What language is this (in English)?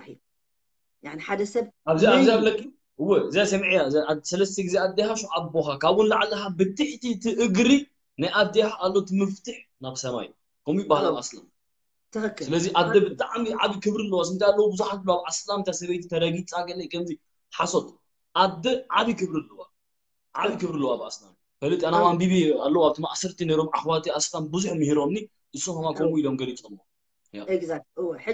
Tigrinya